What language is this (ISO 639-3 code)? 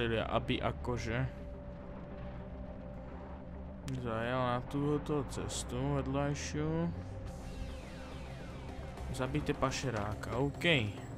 slk